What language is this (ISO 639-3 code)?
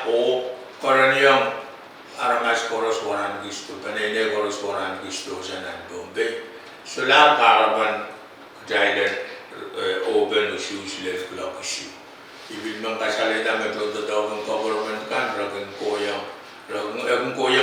pon